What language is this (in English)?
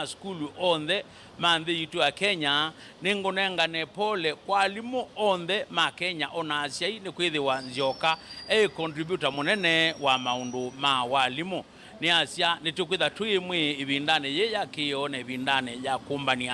Kamba